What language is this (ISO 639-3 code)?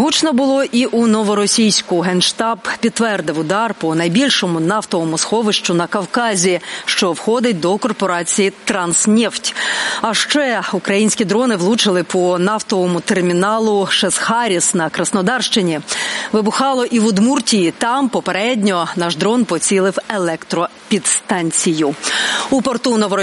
ukr